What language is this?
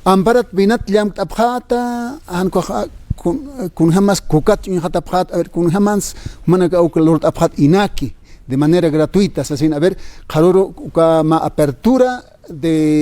Aymara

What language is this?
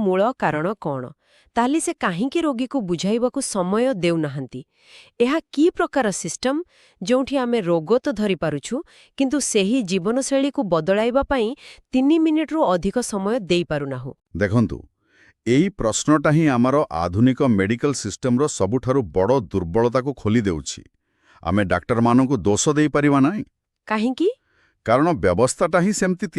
Odia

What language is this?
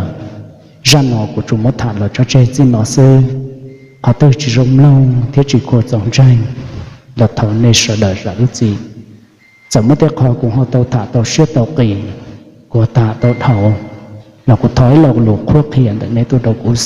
Hmong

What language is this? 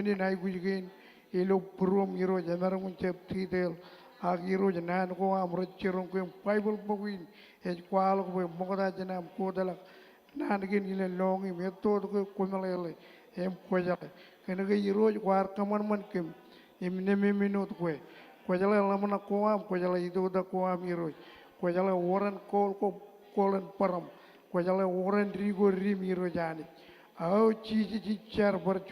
Marshallese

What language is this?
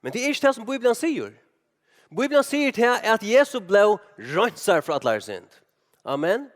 Faroese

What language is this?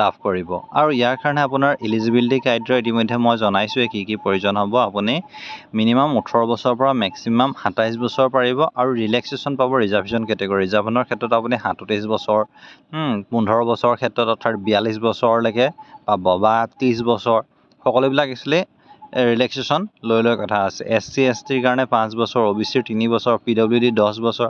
Assamese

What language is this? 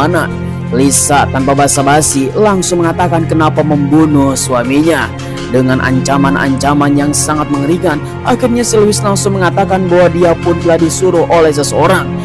Indonesian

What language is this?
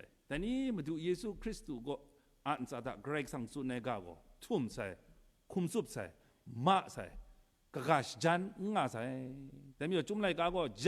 Kachin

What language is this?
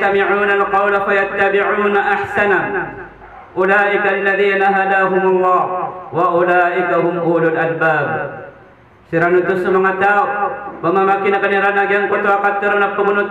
Maranao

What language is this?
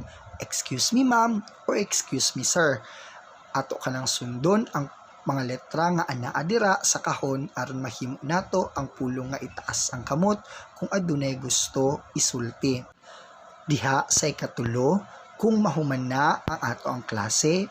Cebuano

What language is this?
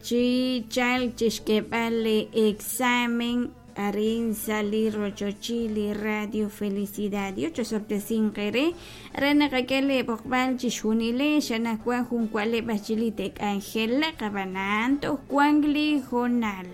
Kekchí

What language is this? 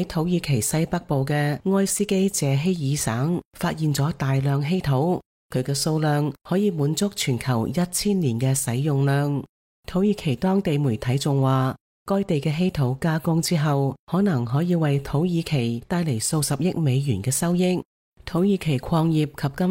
Cantonese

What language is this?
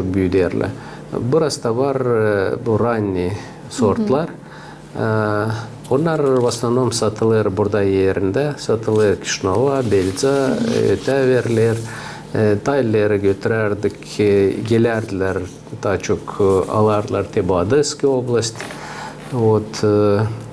Gagauz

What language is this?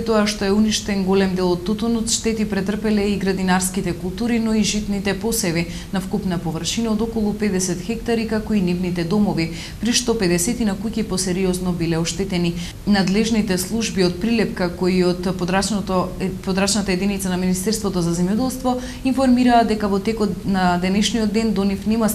Macedonian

